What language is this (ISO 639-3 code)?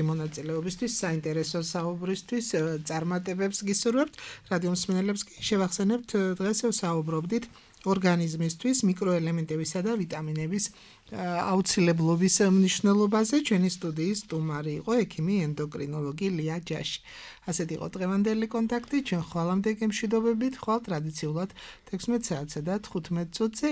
kat